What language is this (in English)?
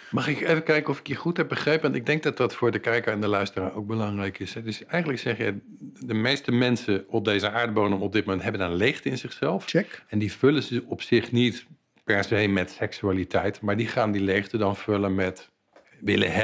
Dutch